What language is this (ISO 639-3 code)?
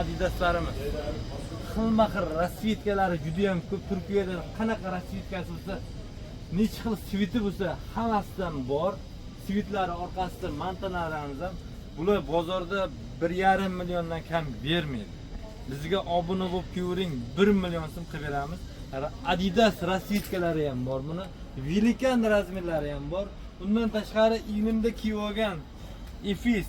uzb